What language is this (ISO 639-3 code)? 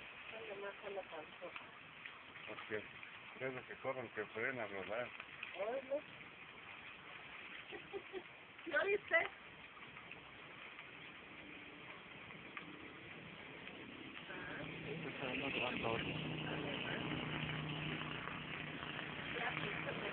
spa